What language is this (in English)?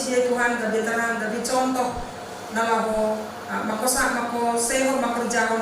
Batak Simalungun